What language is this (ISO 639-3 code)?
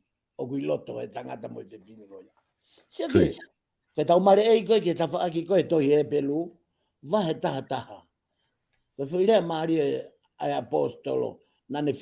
ton